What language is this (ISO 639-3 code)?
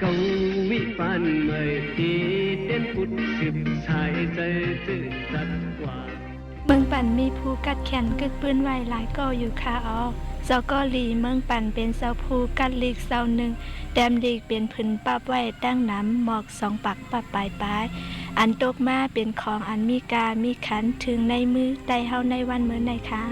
shn